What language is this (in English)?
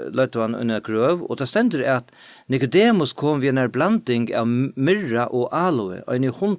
Faroese